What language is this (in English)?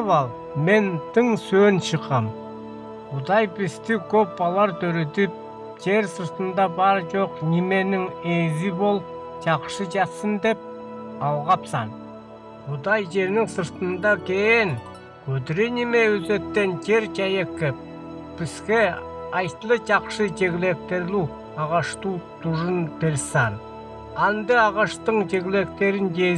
Northern Altai